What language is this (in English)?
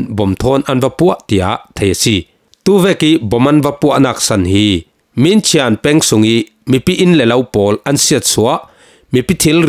Falam Chin